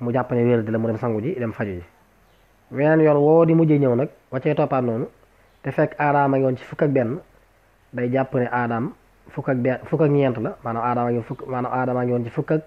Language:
Wolof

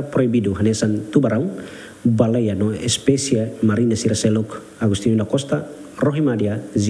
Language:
Tetum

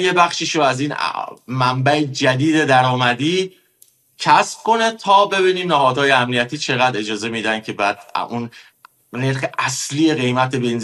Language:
Persian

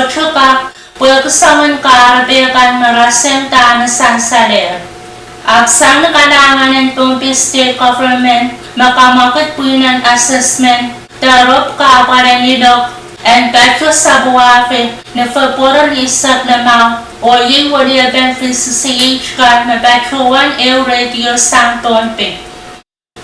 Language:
Pohnpeian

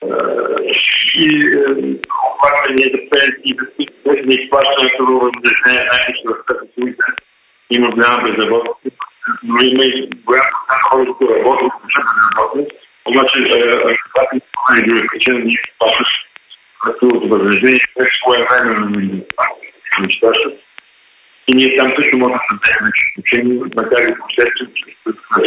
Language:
Bulgarian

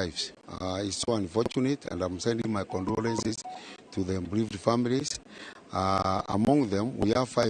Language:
Kikuyu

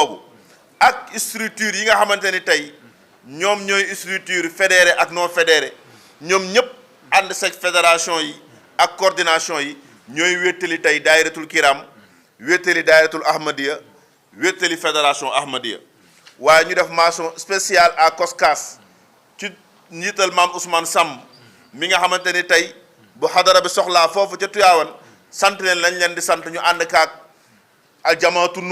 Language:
Wolof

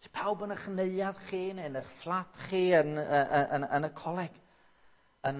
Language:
Welsh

